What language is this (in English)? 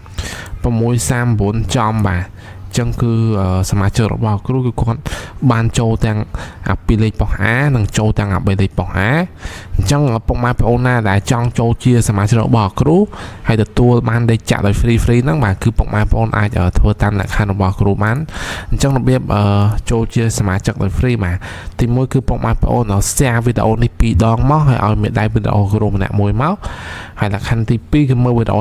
Khmer